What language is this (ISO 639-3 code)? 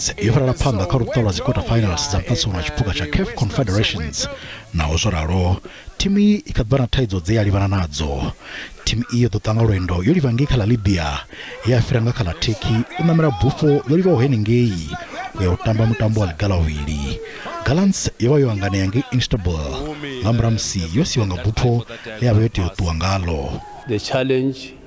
ven